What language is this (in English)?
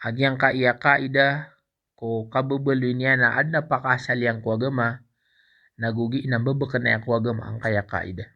Maranao